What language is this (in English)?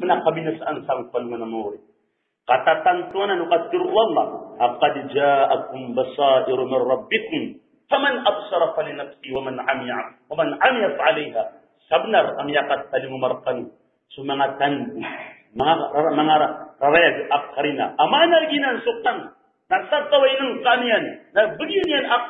Maranao